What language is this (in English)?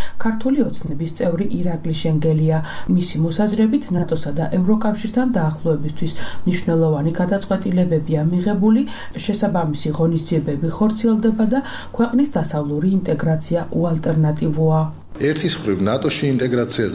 Georgian